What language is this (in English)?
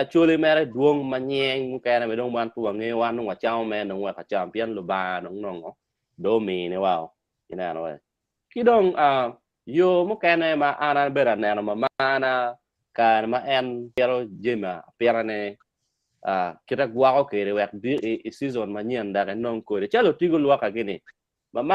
Acoli